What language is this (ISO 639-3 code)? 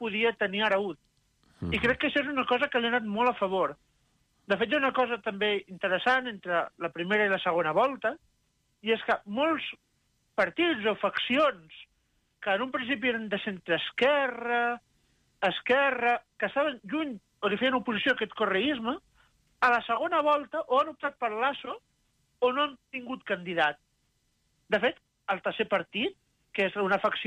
cat